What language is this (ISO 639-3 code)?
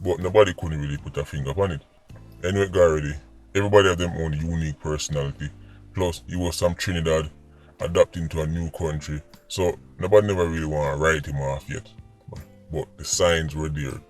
jam